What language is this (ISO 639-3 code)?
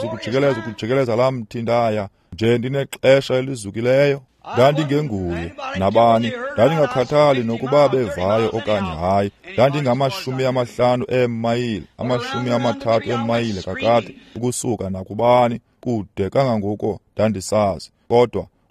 xho